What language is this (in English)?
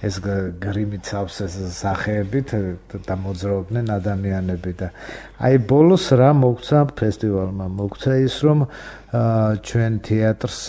Georgian